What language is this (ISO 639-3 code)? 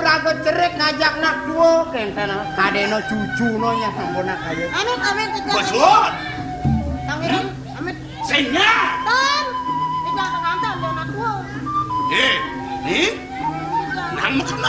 ban